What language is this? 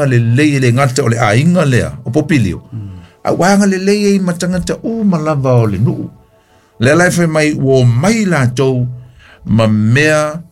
Samoan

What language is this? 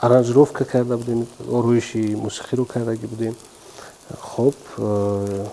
Tajik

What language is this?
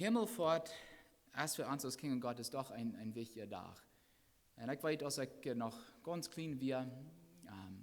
Plautdietsch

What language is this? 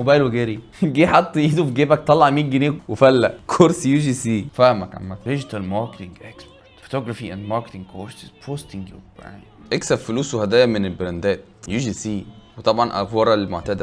Egyptian Arabic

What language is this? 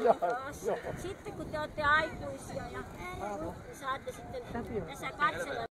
Finnish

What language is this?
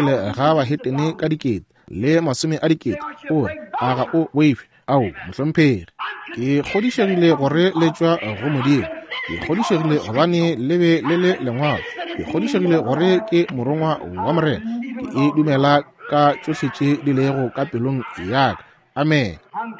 Northern Sotho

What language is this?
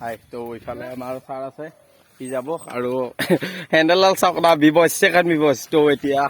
Assamese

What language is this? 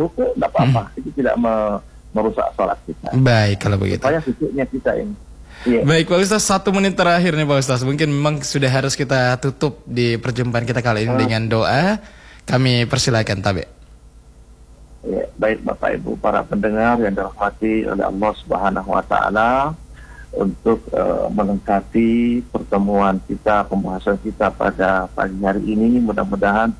Indonesian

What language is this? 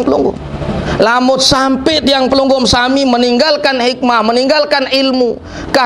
Sasak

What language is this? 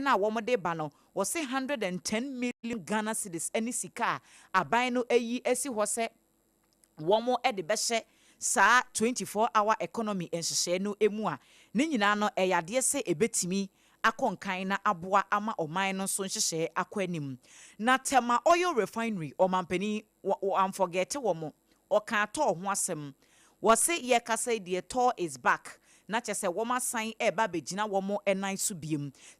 Akan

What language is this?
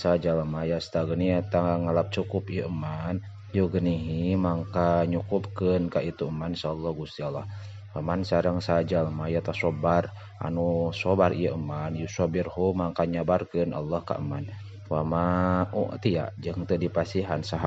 Sundanese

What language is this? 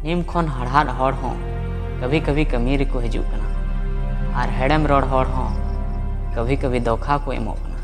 Santali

